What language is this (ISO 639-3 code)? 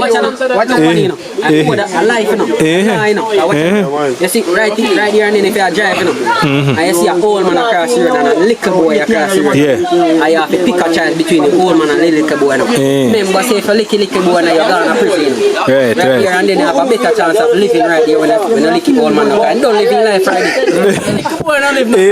jam